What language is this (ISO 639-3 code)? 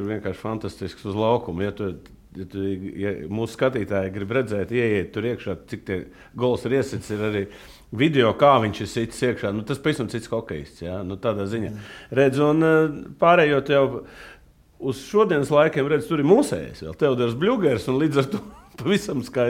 lav